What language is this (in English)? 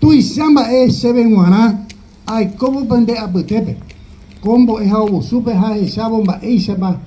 Guarani